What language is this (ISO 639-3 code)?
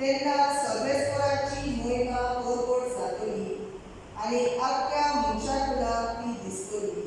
kok